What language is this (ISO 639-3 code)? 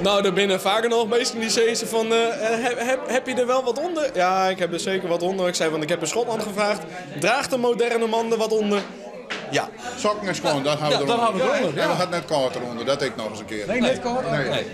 fry